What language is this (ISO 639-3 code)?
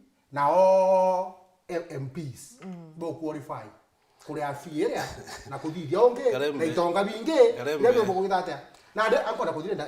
mer